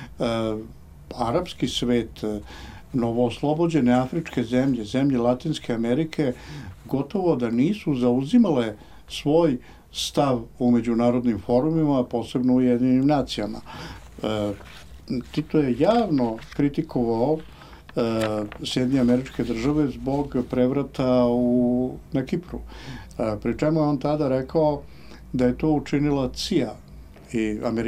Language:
Serbian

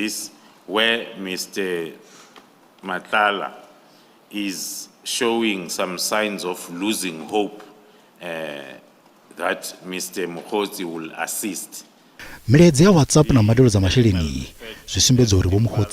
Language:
Venda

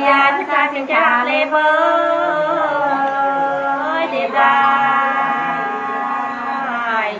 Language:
Nung (Viet Nam)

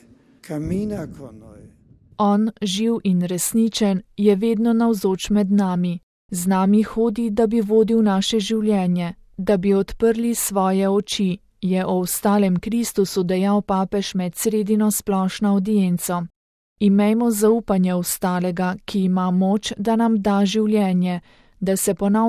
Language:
Slovenian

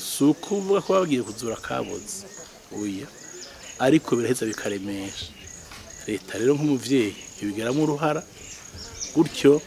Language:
Rundi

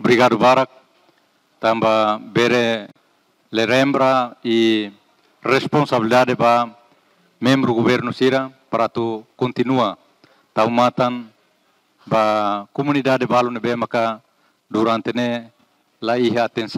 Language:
Tetum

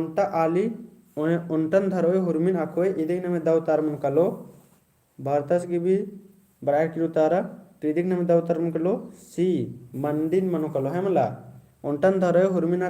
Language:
Kurukh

